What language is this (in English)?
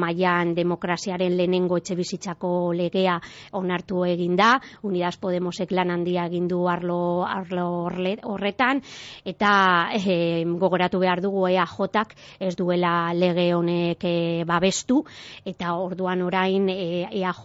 Basque